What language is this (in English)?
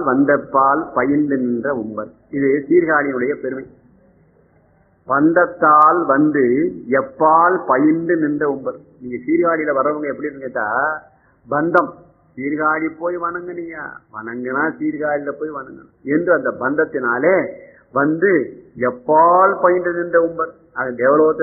Tamil